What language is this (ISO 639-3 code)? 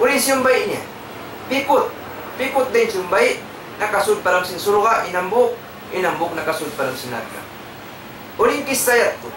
tsg